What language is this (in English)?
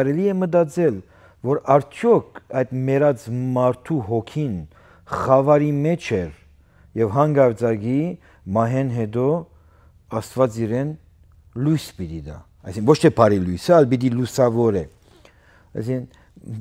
Western Armenian